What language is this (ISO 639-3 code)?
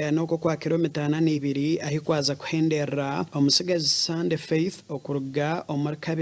nyn